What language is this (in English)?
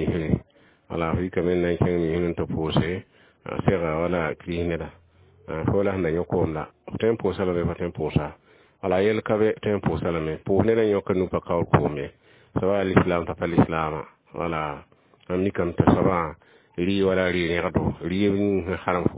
Mossi